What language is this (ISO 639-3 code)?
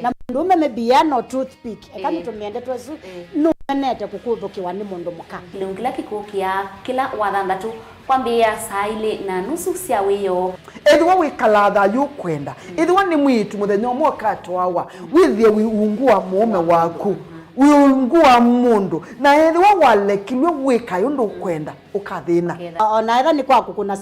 kam